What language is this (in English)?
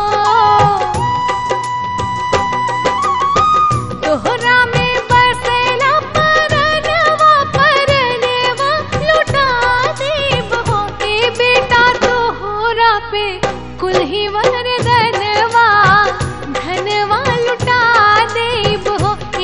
Bhojpuri